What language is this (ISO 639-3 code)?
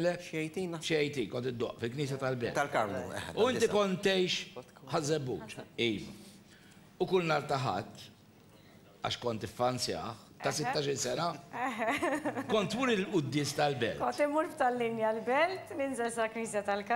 mlt